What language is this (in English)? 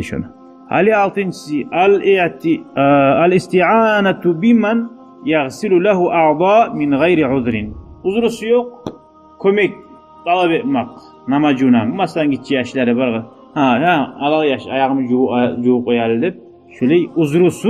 Kumyk